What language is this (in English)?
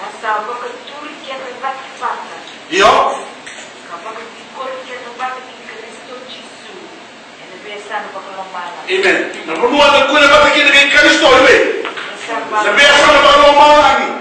Fijian